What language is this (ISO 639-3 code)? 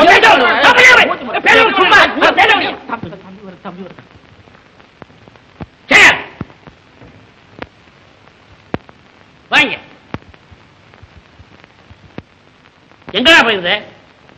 tam